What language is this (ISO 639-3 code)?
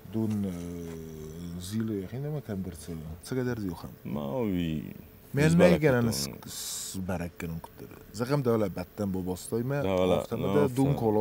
oss